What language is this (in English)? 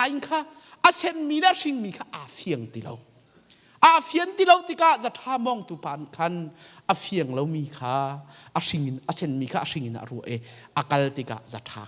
Hakha Chin